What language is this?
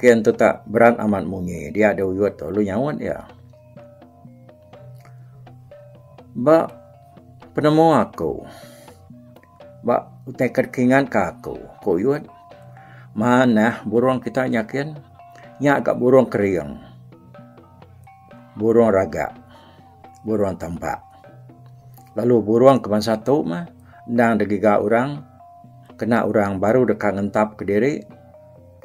Iban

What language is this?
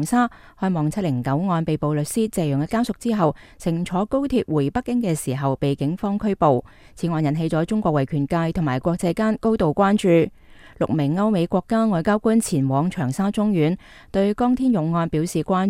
Cantonese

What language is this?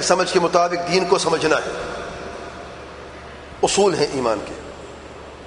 Urdu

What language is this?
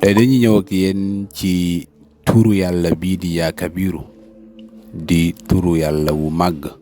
Wolof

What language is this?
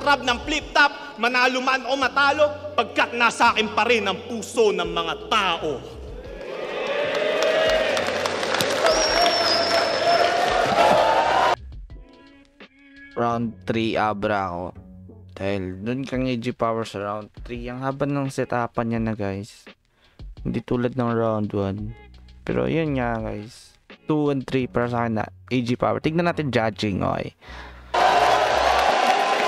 Filipino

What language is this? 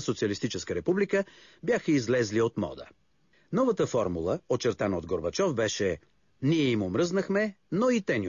Bulgarian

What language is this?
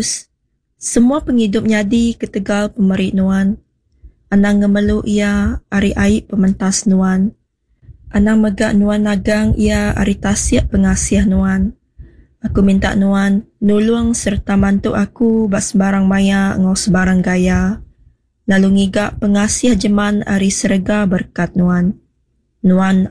Iban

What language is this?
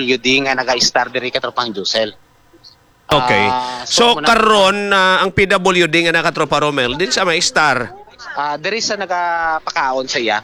Hiligaynon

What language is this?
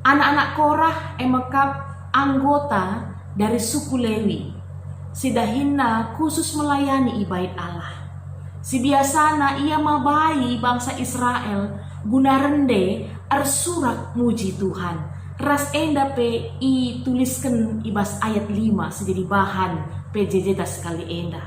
Batak Karo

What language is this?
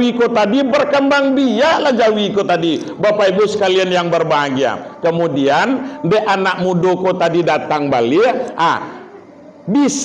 Minangkabau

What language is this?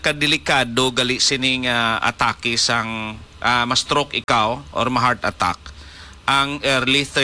Hiligaynon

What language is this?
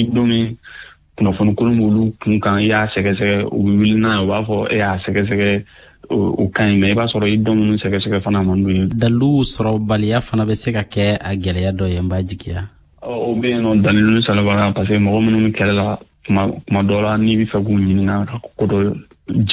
Bambara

